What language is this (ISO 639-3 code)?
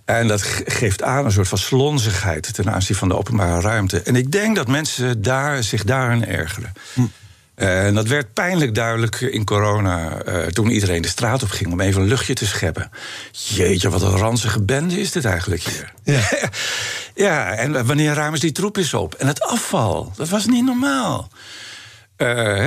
nld